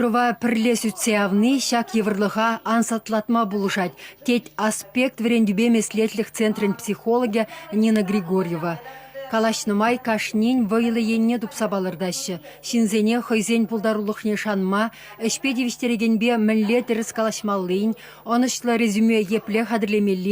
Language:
Chuvash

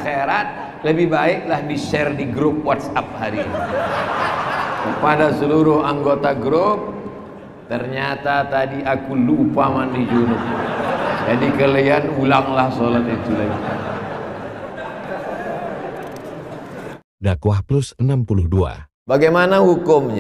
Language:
Indonesian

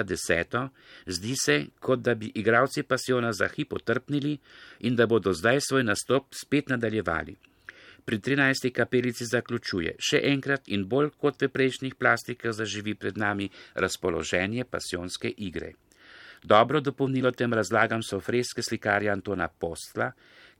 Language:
Slovenian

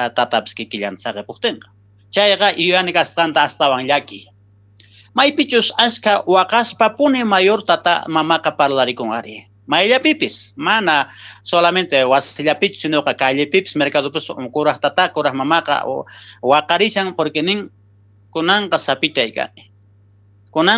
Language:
South Bolivian Quechua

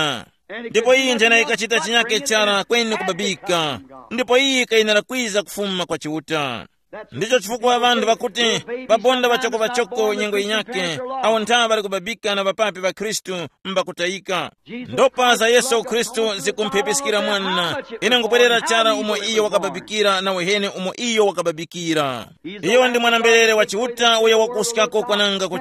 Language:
Tumbuka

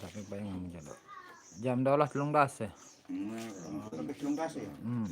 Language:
Sasak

